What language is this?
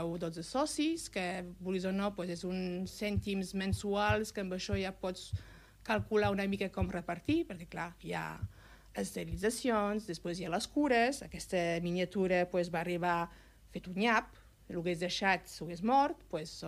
Catalan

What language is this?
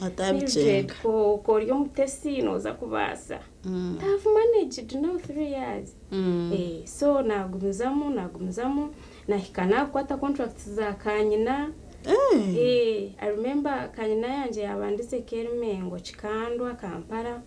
Nyankole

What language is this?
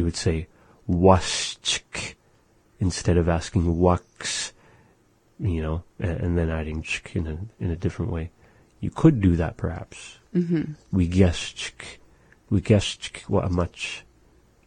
English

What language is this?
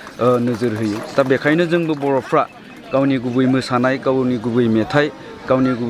Bodo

